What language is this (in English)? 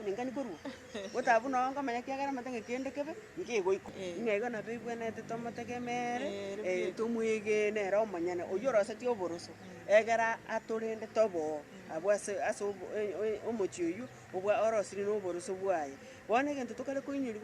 Gusii